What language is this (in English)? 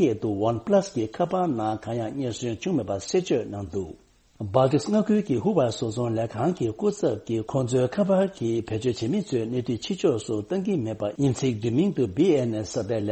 Tibetan